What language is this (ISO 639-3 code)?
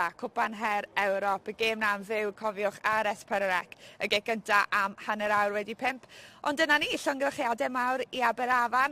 cym